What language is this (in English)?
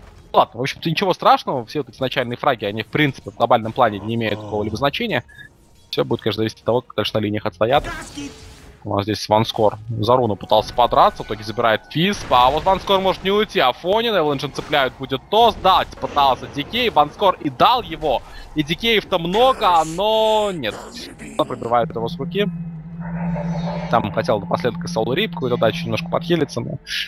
Russian